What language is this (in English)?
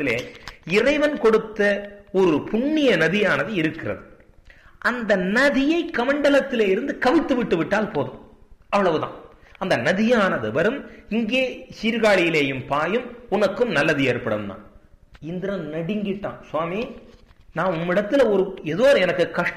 Tamil